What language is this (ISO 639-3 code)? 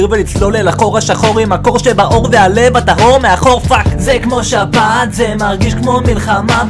heb